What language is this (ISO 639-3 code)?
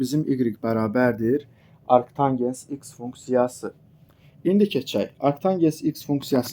aze